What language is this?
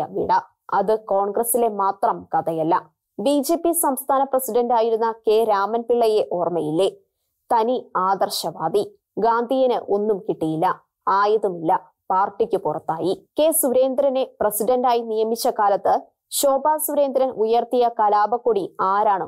Malayalam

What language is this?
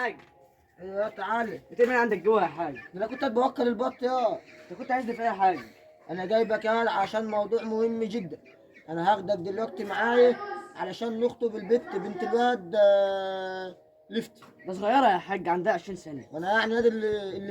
Egyptian Arabic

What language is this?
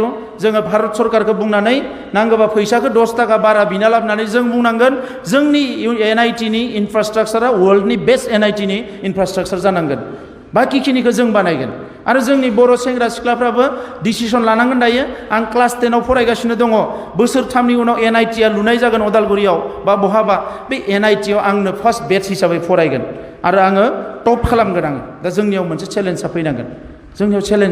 Bodo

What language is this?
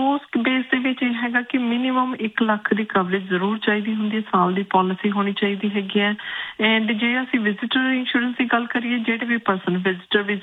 Punjabi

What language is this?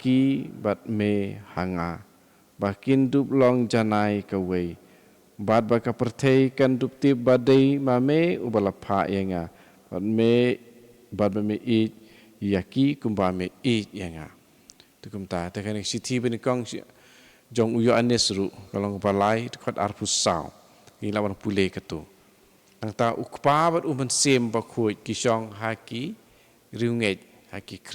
Khasi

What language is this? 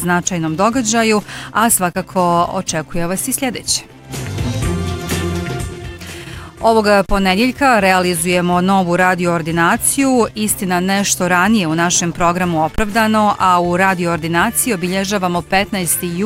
Bosnian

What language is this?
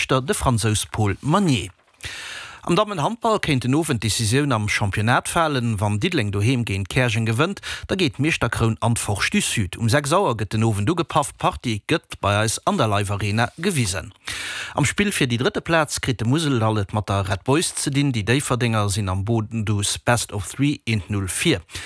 Luxembourgish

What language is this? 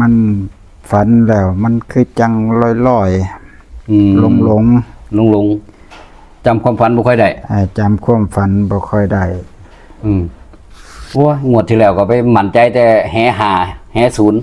Northeastern Thai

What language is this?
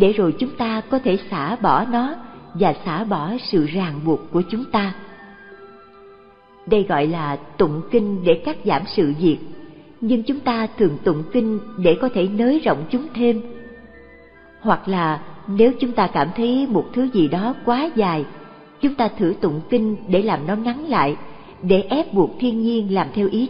Vietnamese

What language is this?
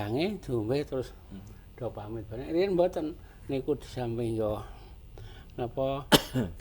Javanese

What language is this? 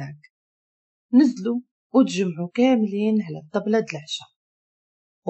Moroccan Arabic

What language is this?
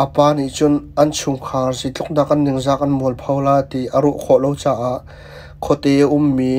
Hakha Chin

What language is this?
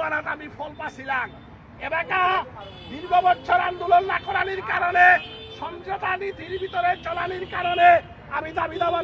Bishnupriya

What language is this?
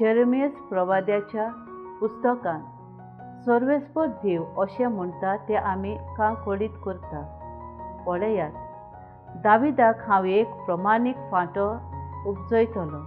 Konkani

